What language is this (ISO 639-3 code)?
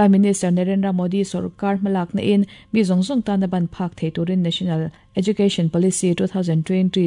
lus